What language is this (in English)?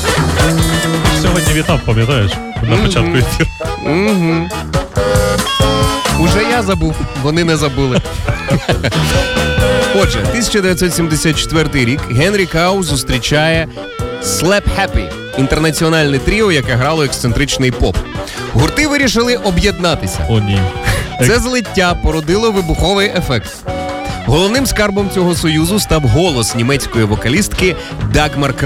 Ukrainian